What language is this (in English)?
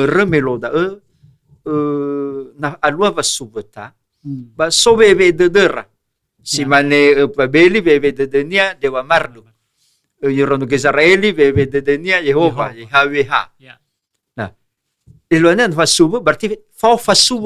Nias